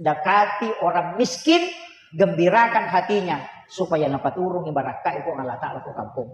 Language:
Buginese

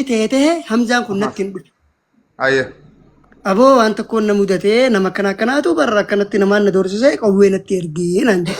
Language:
Oromo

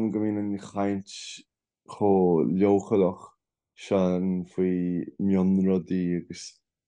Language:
Irish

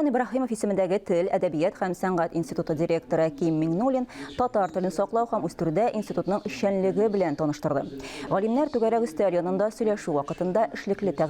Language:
Tatar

